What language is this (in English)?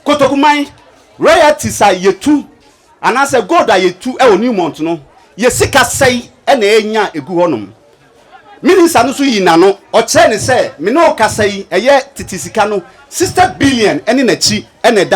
Akan